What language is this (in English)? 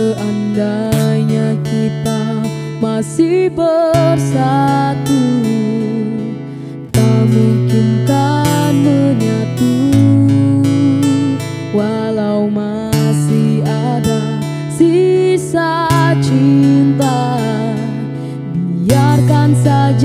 Indonesian